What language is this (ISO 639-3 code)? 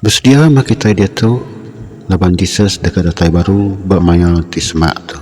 iba